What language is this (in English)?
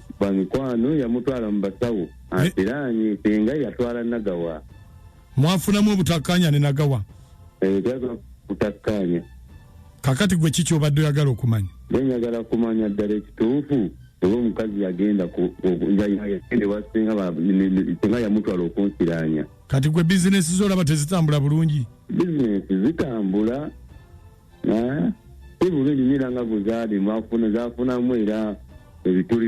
Ganda